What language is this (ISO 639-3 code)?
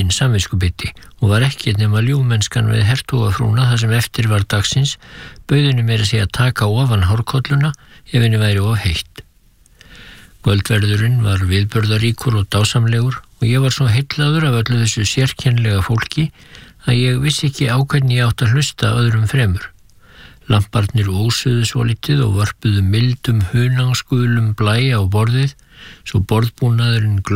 isl